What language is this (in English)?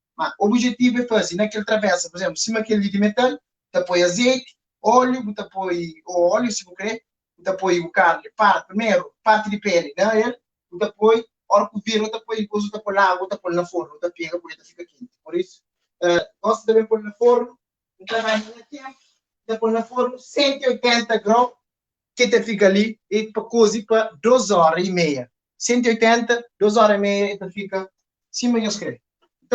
Kabuverdianu